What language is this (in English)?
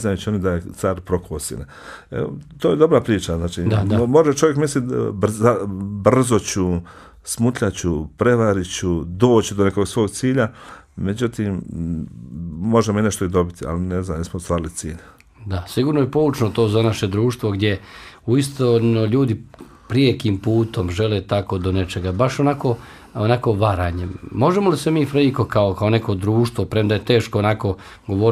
Bosnian